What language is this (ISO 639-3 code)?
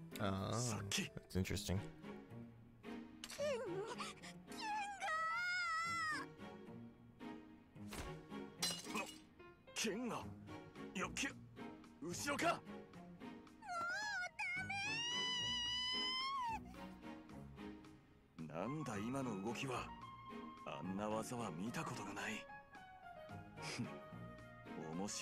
jpn